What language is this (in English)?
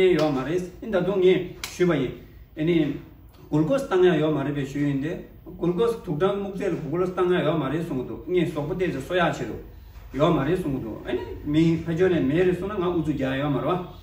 Tibetan